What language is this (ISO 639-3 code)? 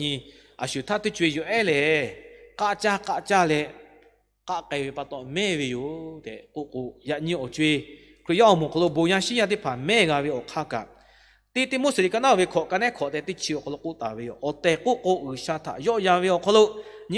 lhu